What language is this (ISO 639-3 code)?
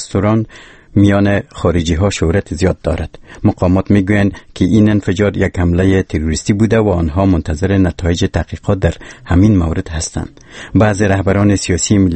fas